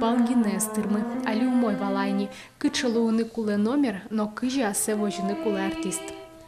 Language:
Udmurt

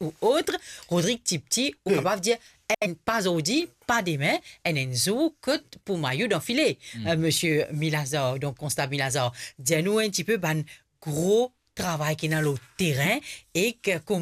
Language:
Morisyen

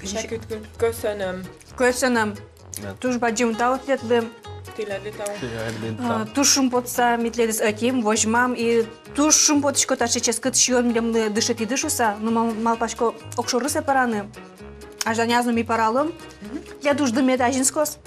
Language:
Udmurt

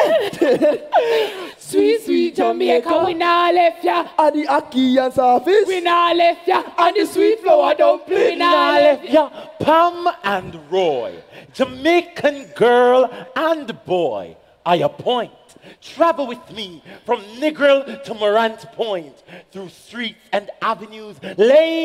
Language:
English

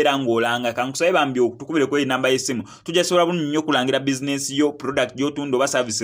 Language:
Ganda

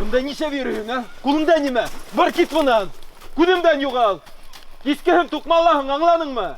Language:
Bashkir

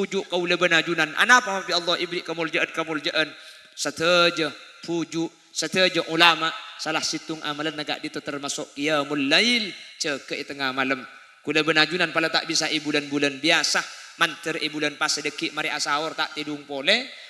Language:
Madurese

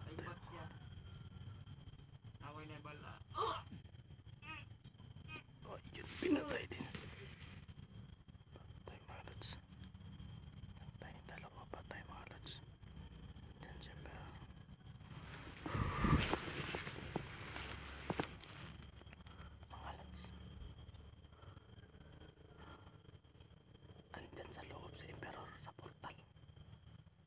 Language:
Filipino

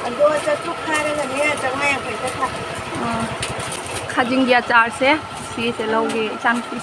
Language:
Manipuri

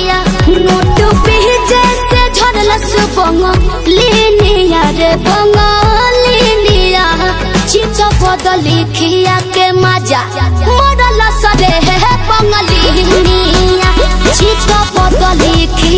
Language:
Bhojpuri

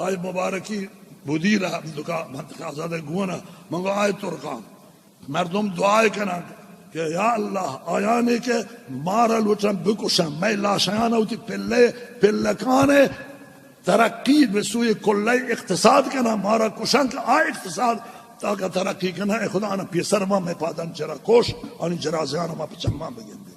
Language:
Baluchi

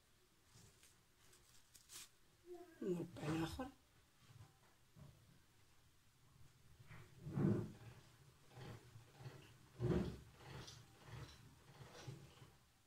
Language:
Moroccan Arabic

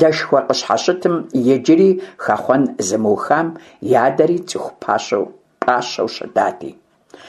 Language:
Kabardian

